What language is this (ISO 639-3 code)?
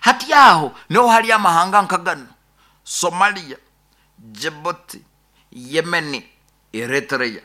nyn